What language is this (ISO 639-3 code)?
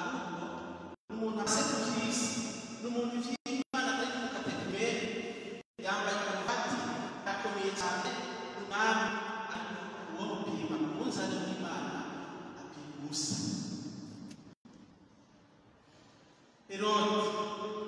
kin